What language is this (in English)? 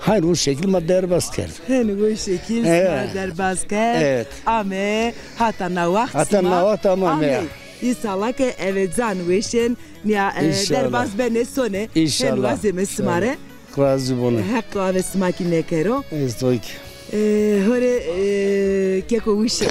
Zaza